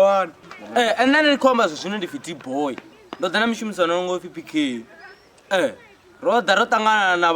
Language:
Venda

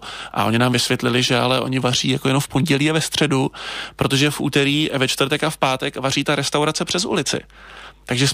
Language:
Czech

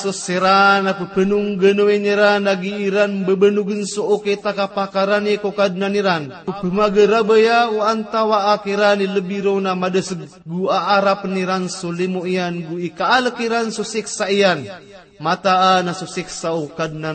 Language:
Maranao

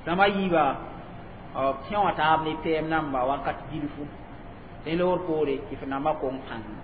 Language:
Mossi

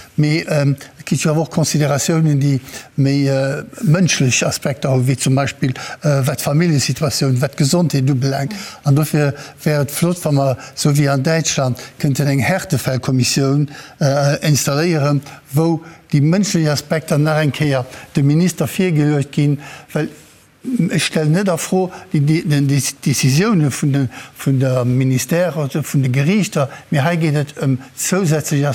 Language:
Luxembourgish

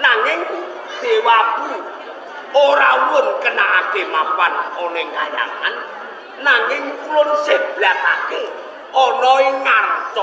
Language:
Javanese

